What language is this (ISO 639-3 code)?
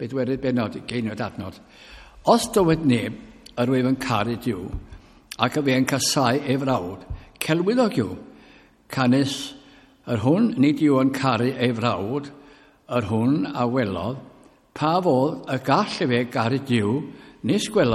cym